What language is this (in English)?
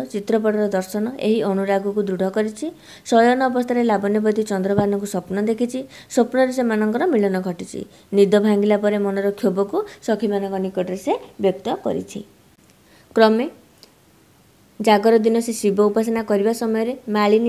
Odia